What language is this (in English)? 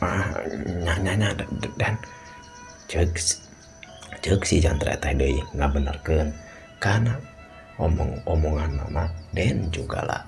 Sundanese